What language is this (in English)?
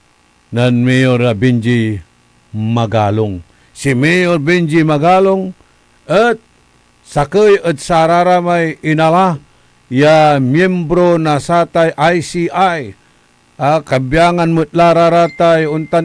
Pangasinan